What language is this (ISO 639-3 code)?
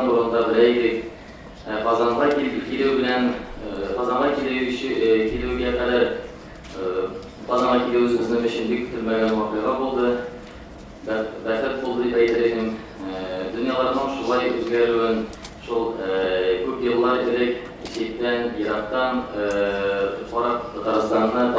tat